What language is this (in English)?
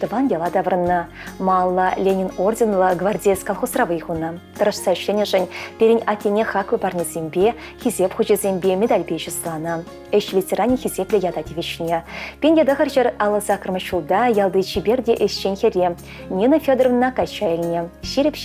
Chuvash